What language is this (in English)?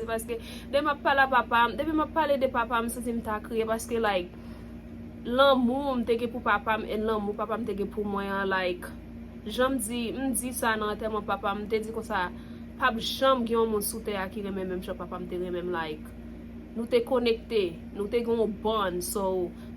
Haitian Creole